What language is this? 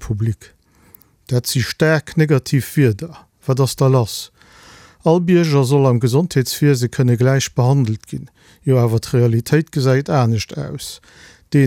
Luxembourgish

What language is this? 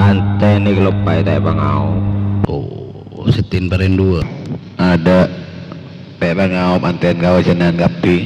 Madurese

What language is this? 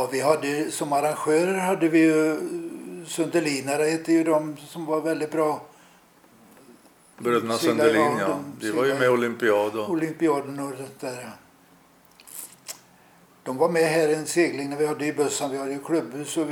Swedish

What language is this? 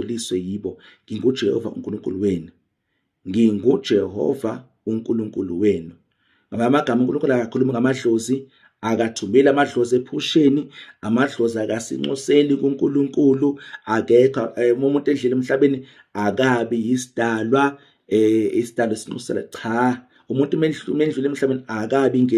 Zulu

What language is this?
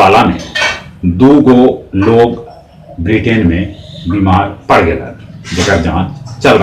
Magahi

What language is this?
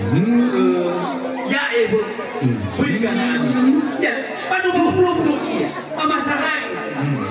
Nias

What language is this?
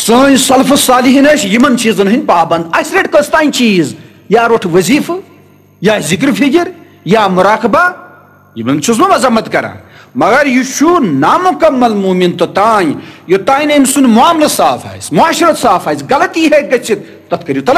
Kashmiri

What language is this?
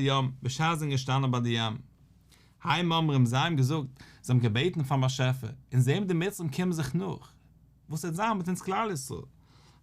Yiddish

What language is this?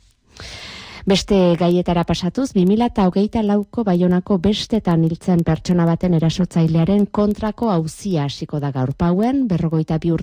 Basque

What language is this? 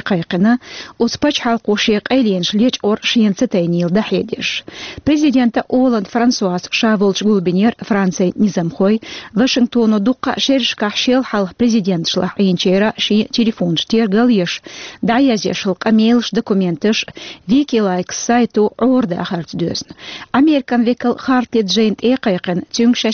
Chechen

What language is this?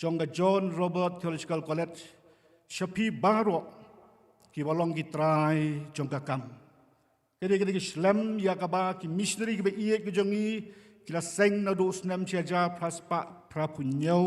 Khasi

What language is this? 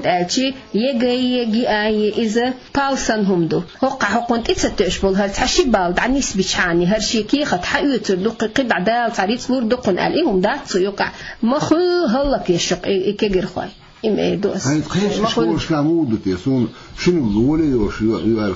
Chechen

